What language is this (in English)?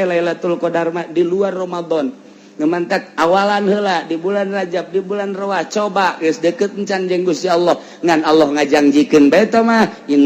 Sundanese